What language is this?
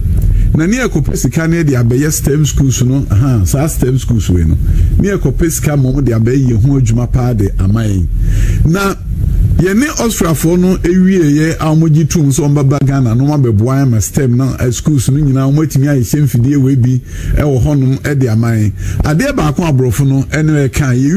Akan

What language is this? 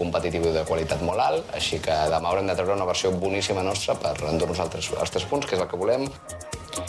Catalan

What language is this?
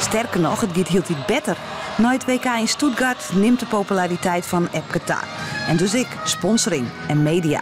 Western Frisian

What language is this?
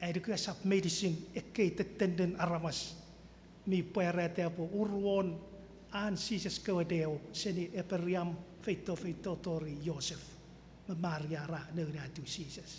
Chuukese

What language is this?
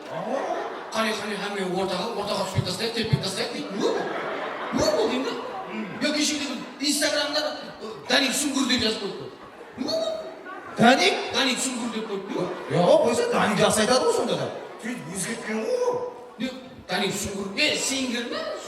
Kara-Kalpak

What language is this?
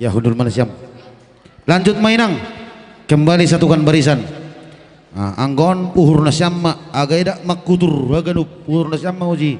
Batak Simalungun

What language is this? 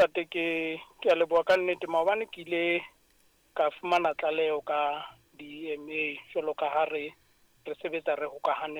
Southern Sotho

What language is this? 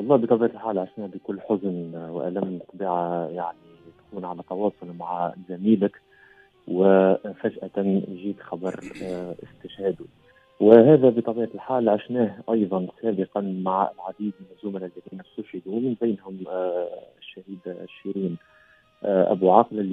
Tunisian Arabic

